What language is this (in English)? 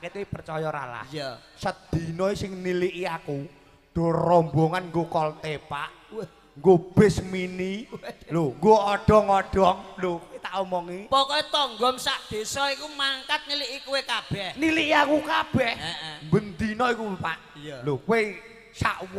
Javanese